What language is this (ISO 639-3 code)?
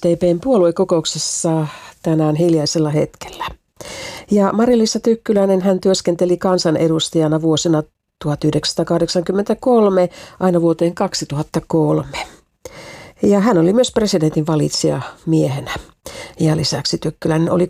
fin